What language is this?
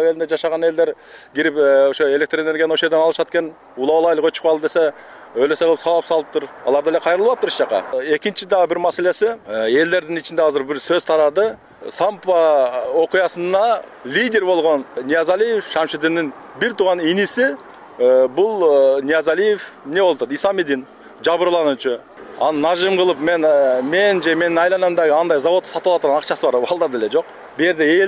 Kyrgyz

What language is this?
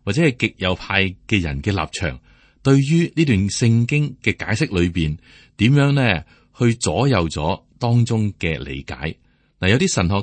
Cantonese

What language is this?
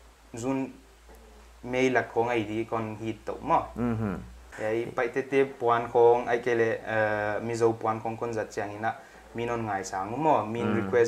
Paite Chin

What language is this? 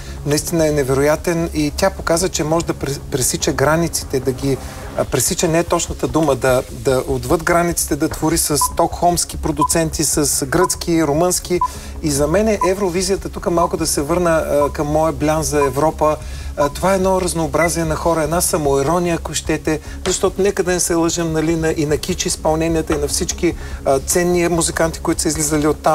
Bulgarian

